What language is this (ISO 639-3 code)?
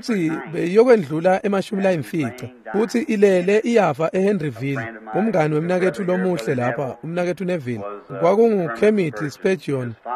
ssw